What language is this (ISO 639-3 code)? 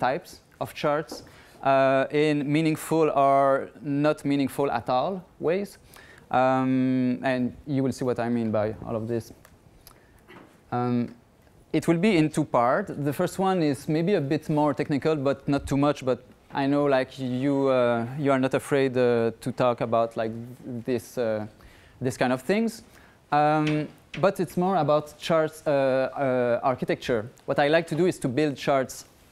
eng